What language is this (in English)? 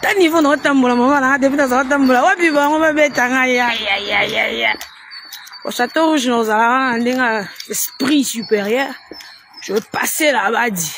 Lingala